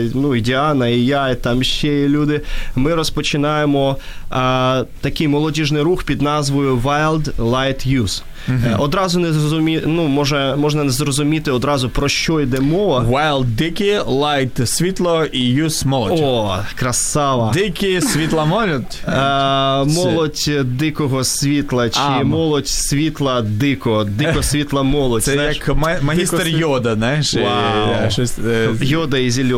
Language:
Ukrainian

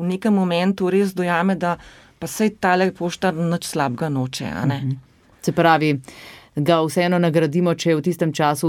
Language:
Slovenian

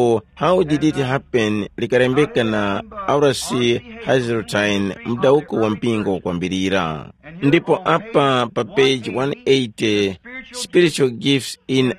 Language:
Tumbuka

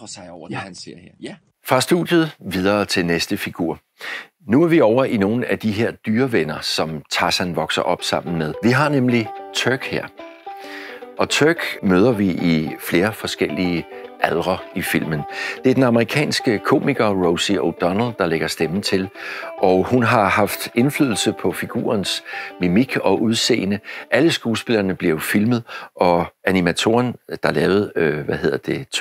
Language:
Danish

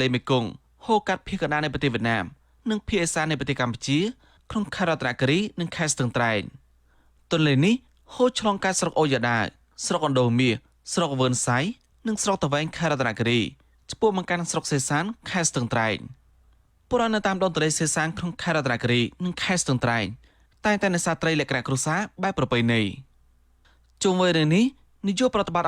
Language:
Khmer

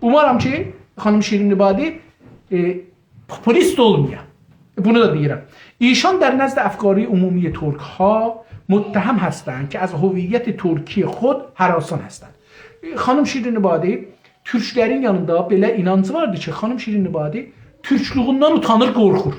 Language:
South Azerbaijani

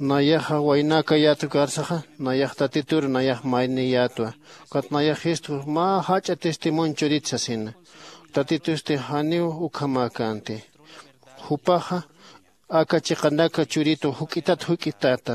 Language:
Aymara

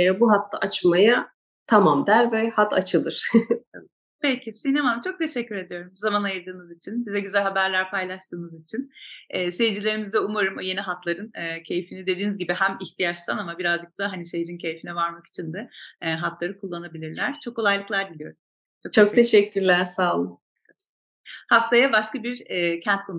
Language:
Turkish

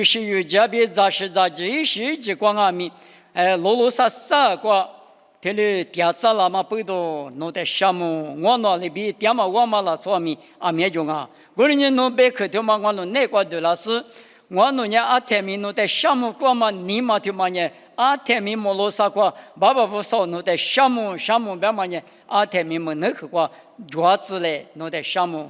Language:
Lisu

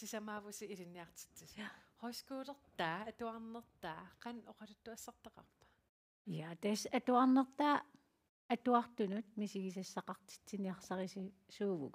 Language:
Kalaallisut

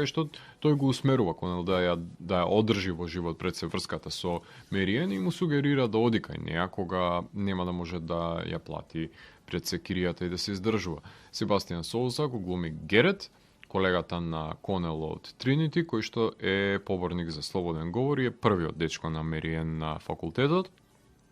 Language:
Macedonian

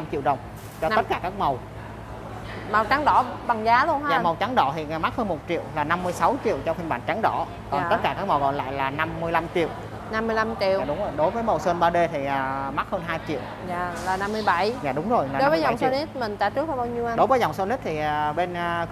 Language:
Vietnamese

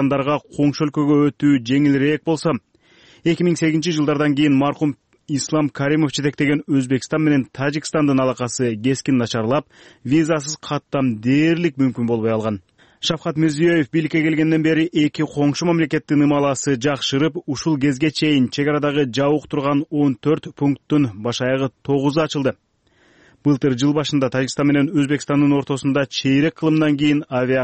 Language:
Kyrgyz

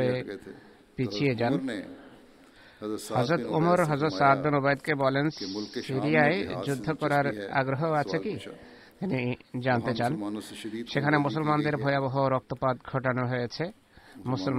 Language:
Bangla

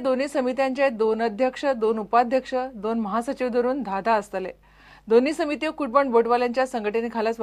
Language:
Konkani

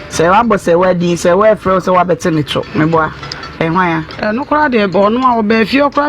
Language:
Akan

